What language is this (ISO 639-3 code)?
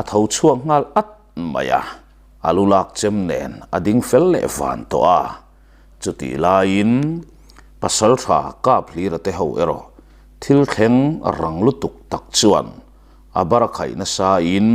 lus